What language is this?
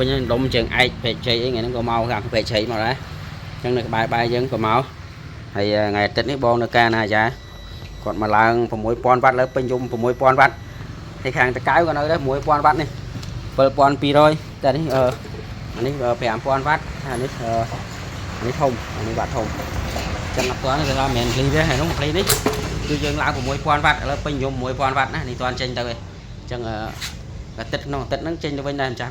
Khmer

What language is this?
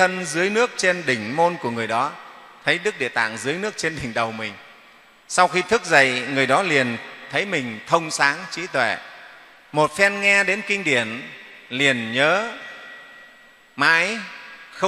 Vietnamese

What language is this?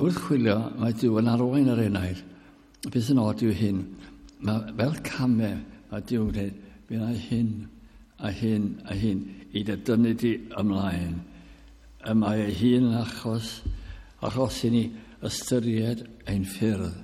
Welsh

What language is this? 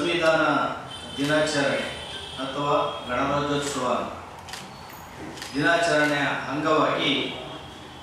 Kannada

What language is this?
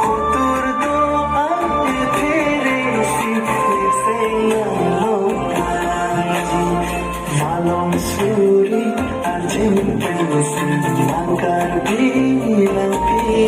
Karbi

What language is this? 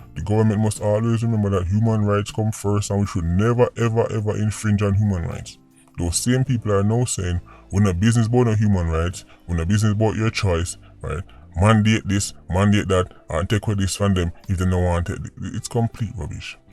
Jamaican Creole English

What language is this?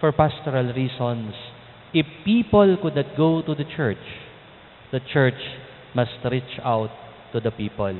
Cebuano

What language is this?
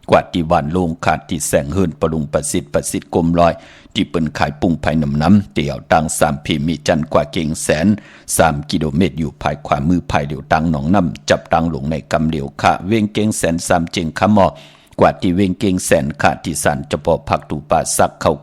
Shan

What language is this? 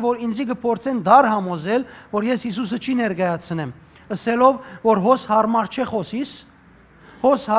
Western Armenian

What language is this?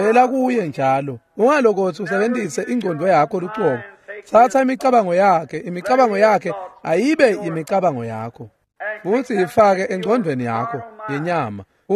Swati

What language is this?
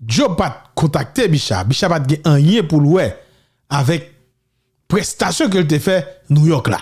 Haitian Creole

